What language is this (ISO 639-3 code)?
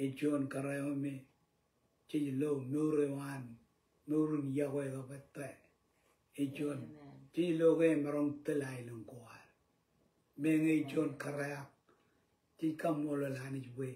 mah